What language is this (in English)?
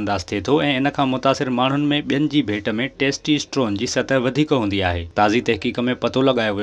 Sindhi